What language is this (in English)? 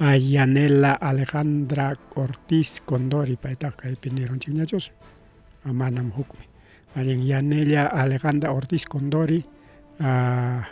Ayacucho Quechua